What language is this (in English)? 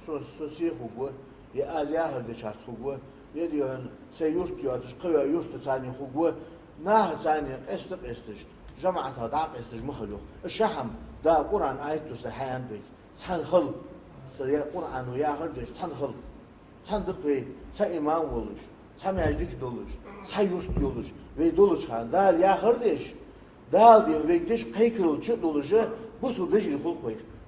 Ingush